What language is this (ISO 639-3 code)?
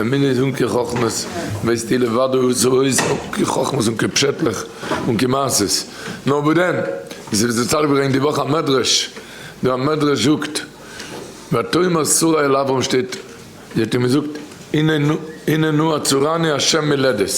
yid